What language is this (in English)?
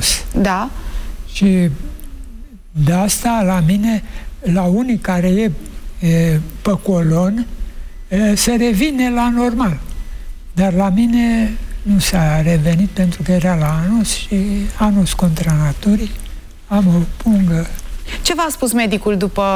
Romanian